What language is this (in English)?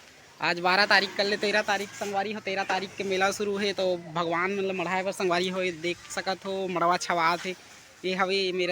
Chhattisgarhi